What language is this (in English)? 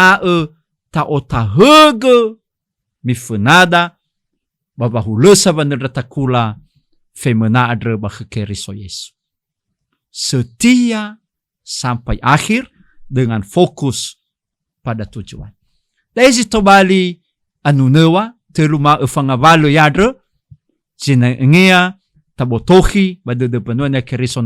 Nias